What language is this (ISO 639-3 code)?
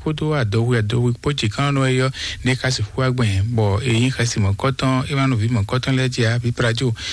fon